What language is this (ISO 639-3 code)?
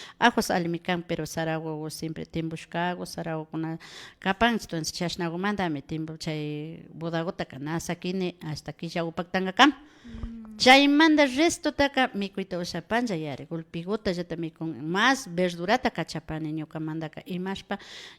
qvi